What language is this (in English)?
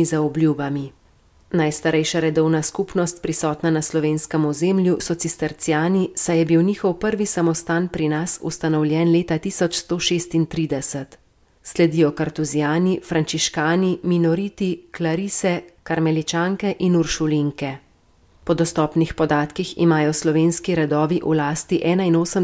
Slovenian